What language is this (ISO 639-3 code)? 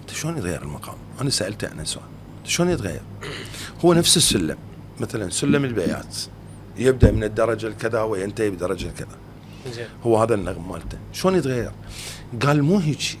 acm